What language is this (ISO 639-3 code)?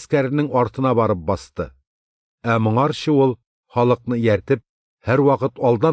tat